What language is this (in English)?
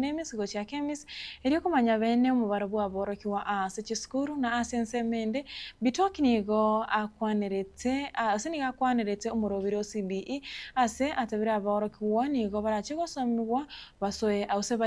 Gusii